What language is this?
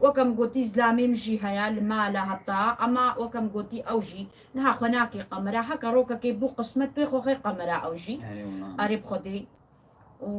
Kurdish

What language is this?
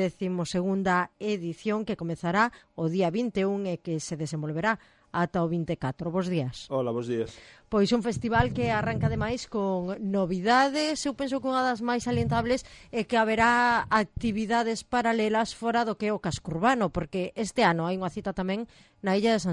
Galician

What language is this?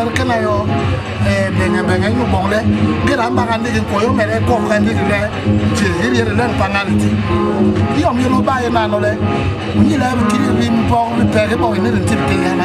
Basaa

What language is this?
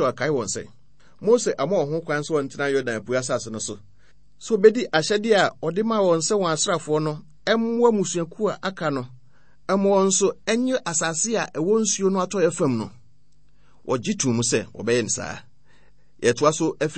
Akan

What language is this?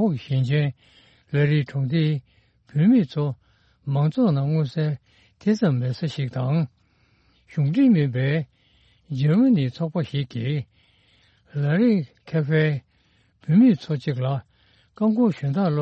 Tibetan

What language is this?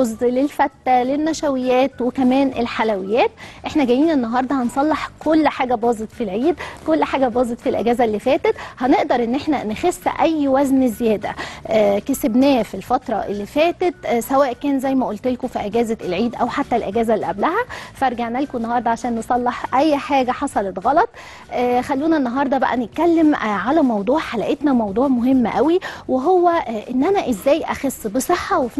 Egyptian Arabic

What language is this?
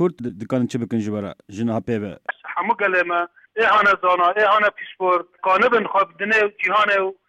Kurdish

